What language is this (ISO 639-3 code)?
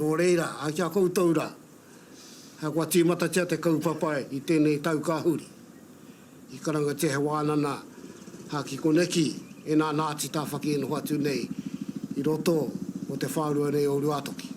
mri